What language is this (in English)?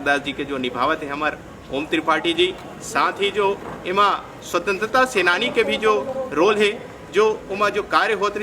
Chhattisgarhi